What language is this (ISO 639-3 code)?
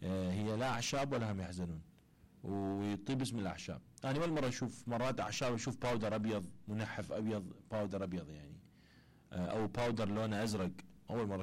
acm